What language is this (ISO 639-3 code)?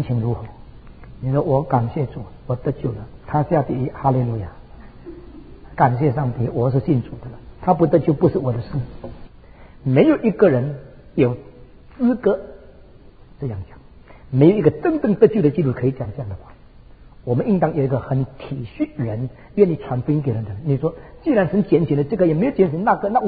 zho